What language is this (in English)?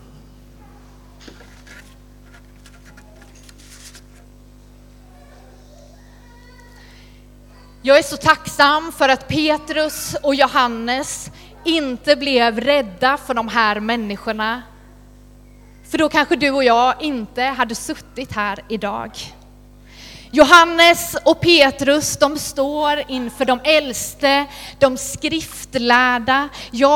Swedish